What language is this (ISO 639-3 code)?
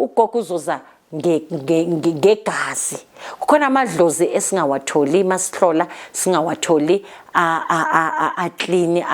zul